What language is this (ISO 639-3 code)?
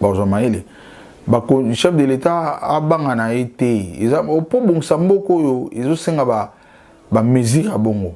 lin